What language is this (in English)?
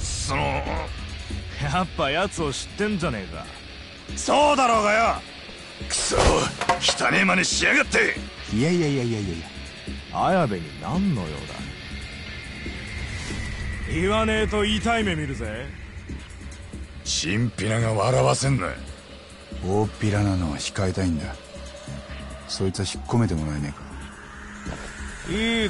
Japanese